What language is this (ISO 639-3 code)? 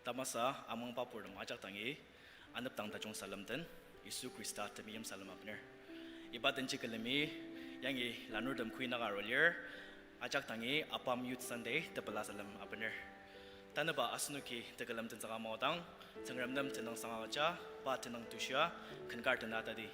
njo